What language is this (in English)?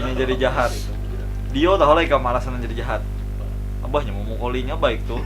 Banjar